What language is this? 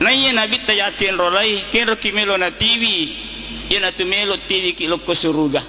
Buginese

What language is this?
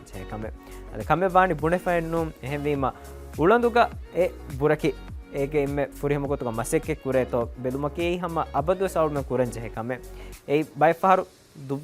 Divehi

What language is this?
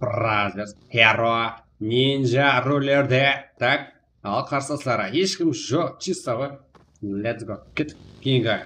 Kara-Kalpak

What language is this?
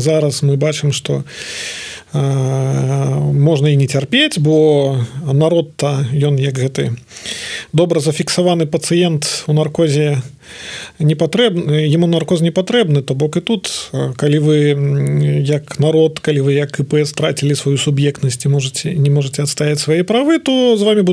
Belarusian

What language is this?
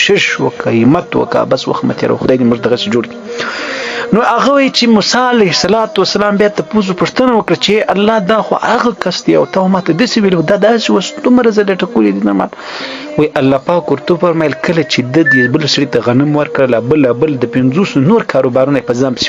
Pashto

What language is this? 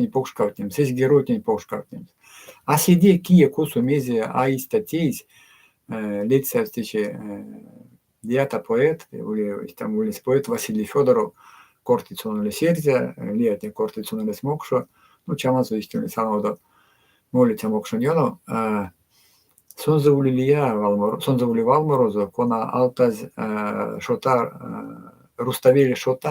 Erzya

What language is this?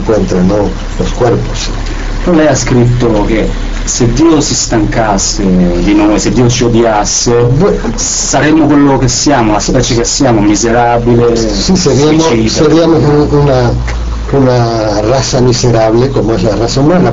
Spanish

